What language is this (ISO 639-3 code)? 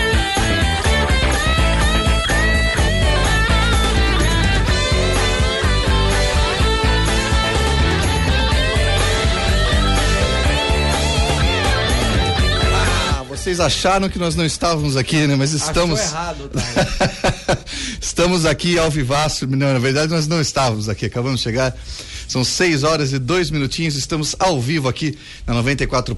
por